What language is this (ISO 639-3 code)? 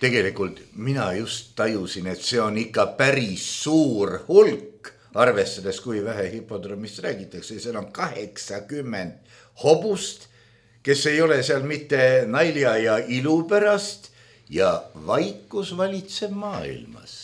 est